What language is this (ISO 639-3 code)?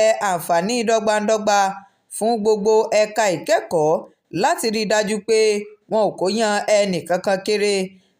yor